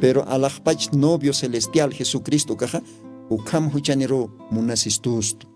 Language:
Aymara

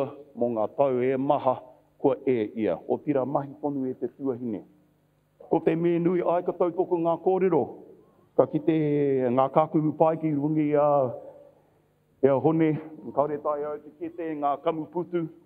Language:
Māori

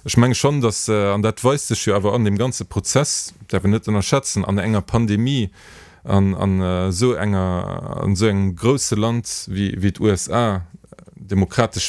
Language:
Luxembourgish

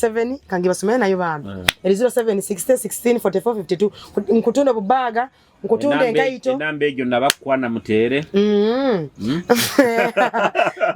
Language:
Nyoro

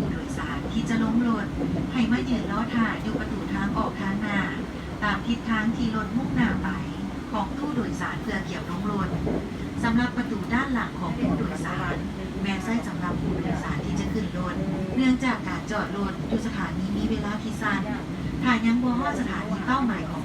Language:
Lao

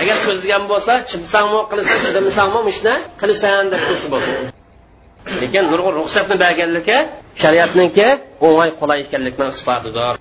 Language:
Uyghur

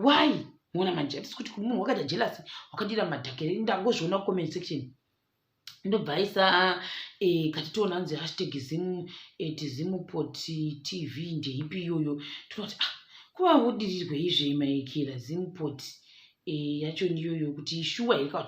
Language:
Shona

